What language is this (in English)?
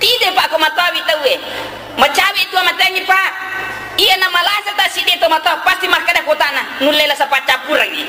Buginese